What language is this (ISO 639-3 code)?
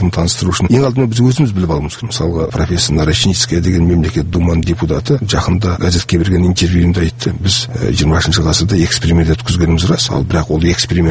kaz